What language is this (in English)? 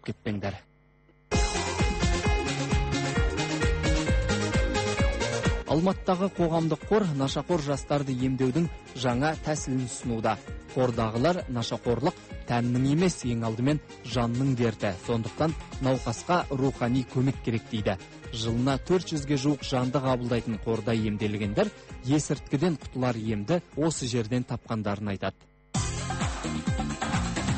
Kazakh